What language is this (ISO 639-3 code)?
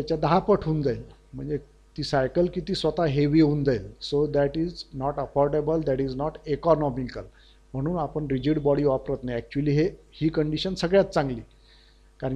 mar